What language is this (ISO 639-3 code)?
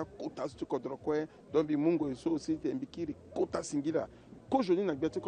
sag